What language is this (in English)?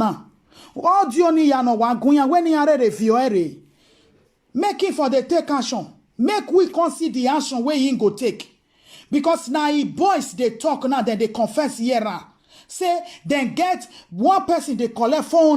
Nigerian Pidgin